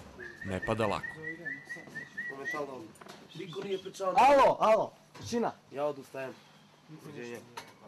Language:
Serbian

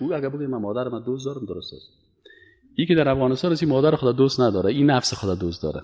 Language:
Persian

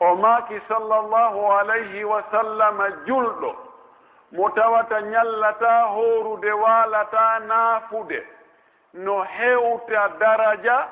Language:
Pular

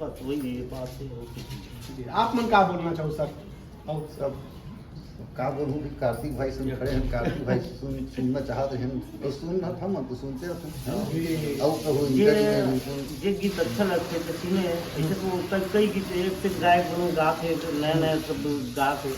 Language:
Chhattisgarhi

